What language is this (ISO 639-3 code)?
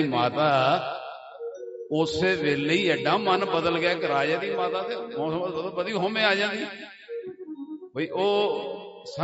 pan